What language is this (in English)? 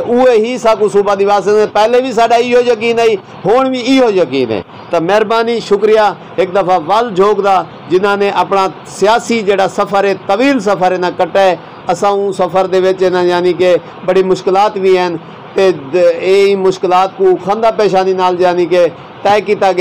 Saraiki